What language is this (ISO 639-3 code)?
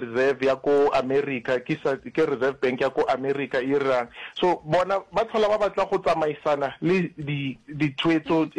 nso